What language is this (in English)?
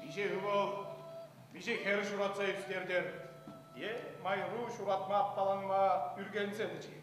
Chuvash